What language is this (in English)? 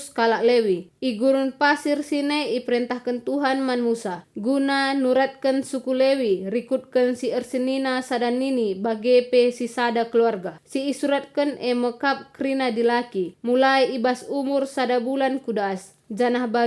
Batak Karo